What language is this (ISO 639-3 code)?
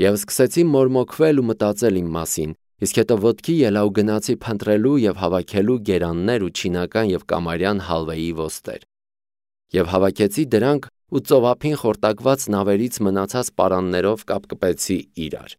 hye